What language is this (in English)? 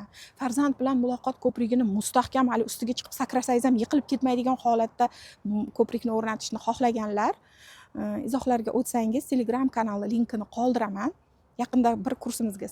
Uzbek